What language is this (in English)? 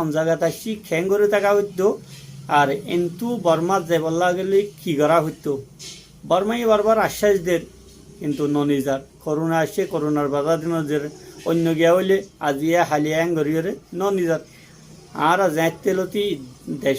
Rohingya